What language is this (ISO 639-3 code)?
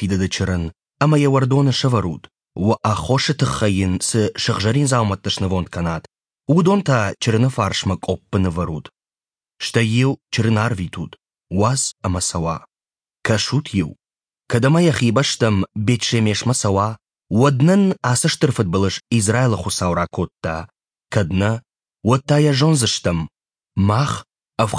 oss